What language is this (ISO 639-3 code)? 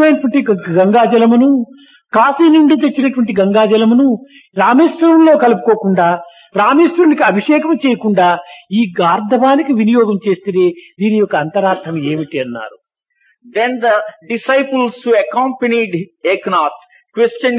tel